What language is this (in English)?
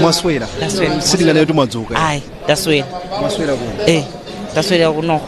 Nyanja